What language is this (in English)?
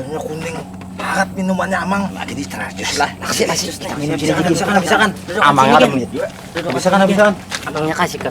Banjar